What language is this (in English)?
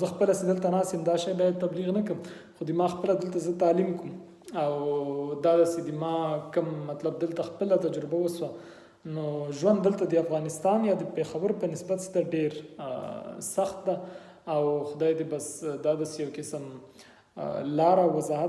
Pashto